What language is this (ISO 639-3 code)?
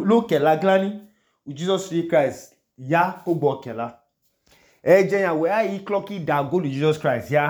idu